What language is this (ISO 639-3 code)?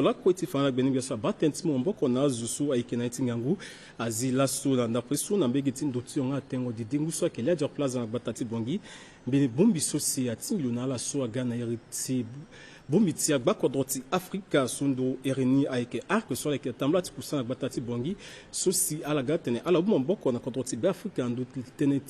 sag